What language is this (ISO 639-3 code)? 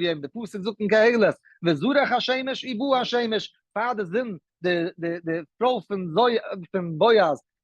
yid